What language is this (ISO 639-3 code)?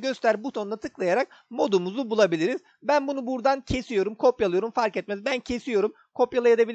tur